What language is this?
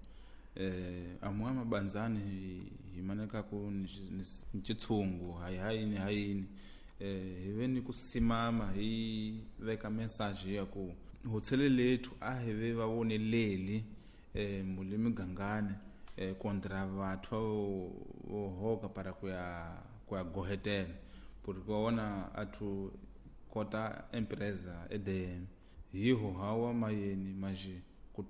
Tsonga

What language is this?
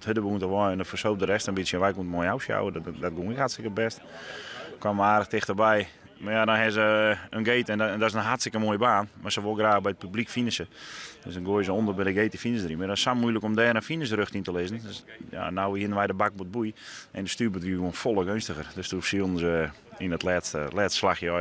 Western Frisian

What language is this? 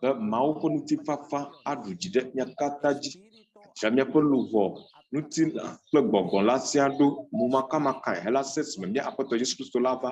Ewe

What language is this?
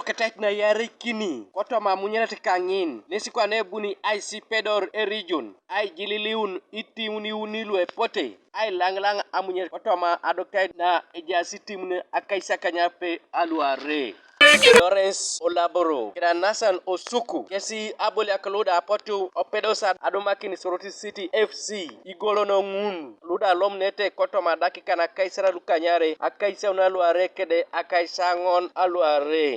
Teso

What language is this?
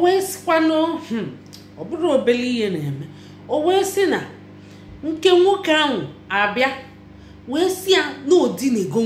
Igbo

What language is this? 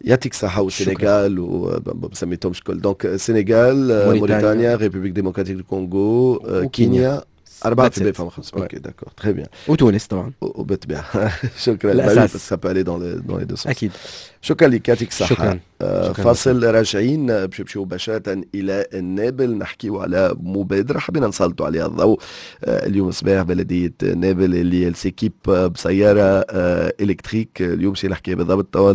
Tunisian Arabic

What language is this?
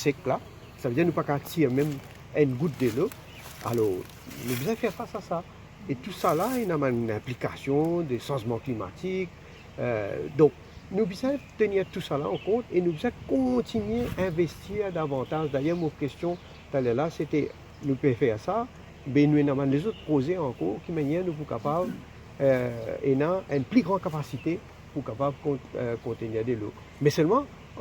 Morisyen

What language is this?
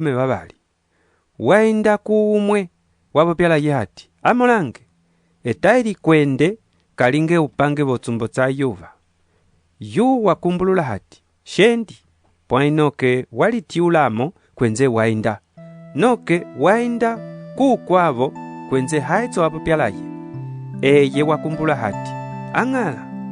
Umbundu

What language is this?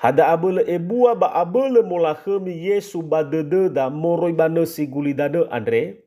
Nias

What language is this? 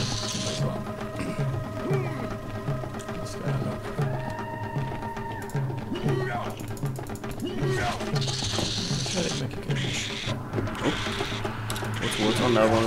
Hungarian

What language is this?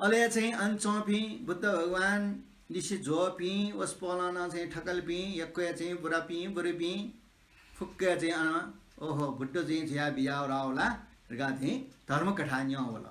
Newari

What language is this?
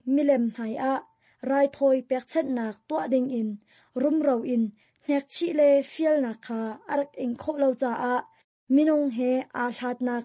Hakha Chin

